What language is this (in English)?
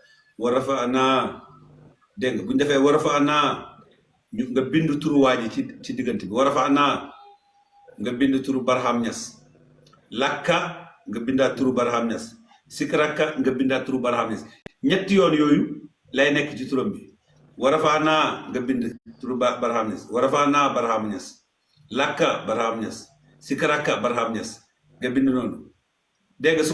Wolof